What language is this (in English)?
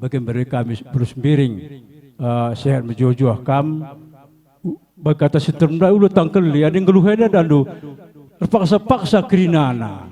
Batak Karo